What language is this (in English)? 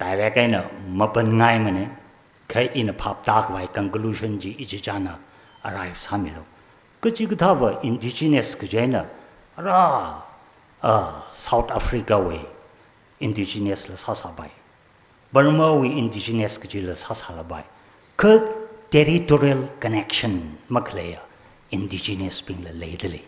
Tangkhul Naga (India)